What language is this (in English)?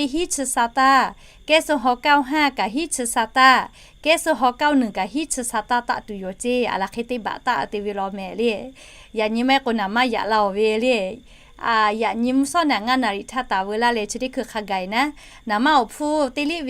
Lahu